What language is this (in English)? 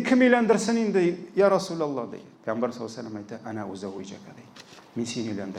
Tatar